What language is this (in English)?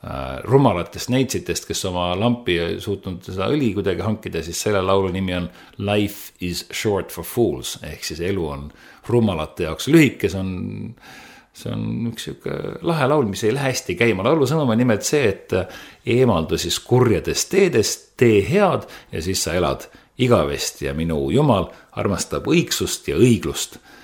Estonian